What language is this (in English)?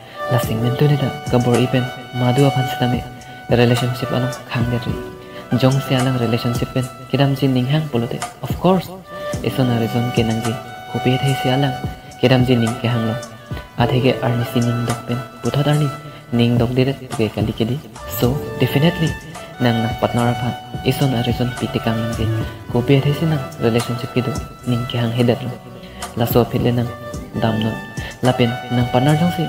Karbi